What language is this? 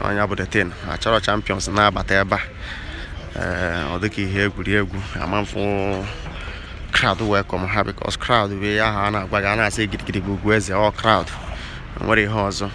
Igbo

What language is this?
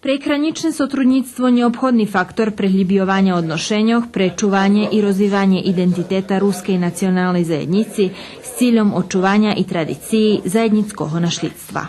Rusyn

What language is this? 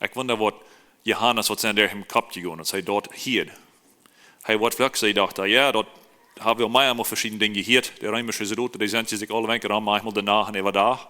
Plautdietsch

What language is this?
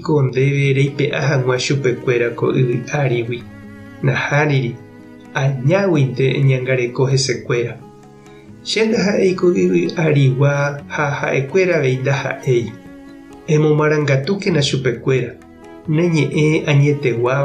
Guarani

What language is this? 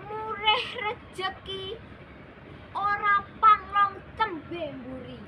Javanese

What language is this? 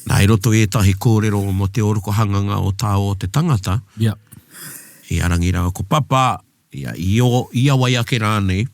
Māori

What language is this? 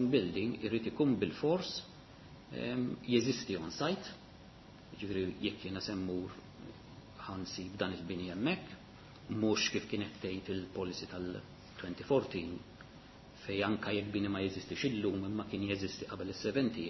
Maltese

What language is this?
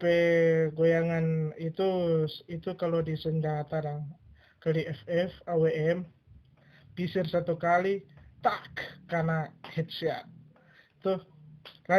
Manado Malay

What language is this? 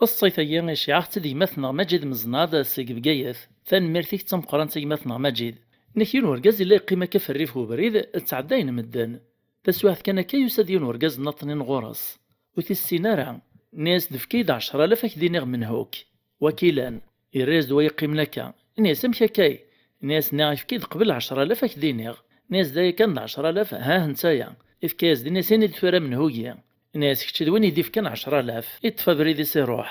Kabyle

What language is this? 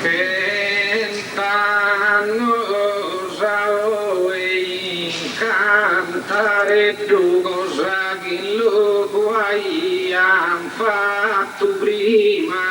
Sardinian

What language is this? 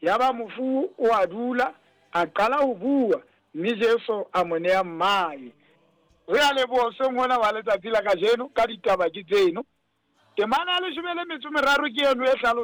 Southern Sotho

